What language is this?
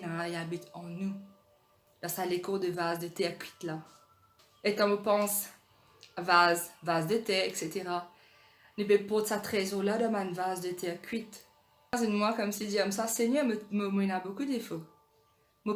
Morisyen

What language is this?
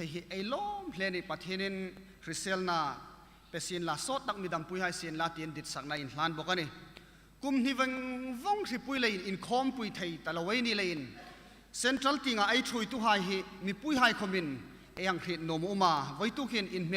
Hmar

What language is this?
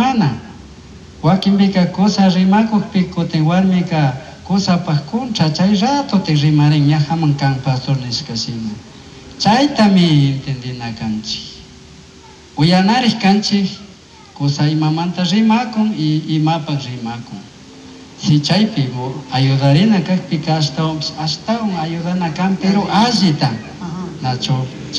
Chimborazo Highland Quichua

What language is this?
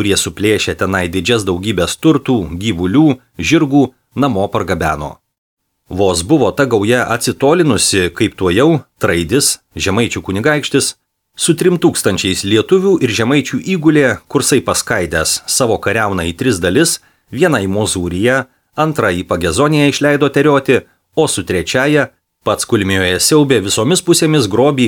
Lithuanian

